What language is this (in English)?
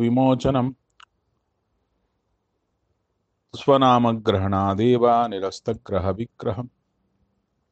Kannada